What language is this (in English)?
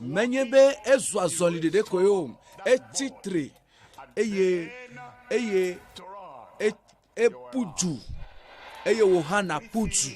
Ewe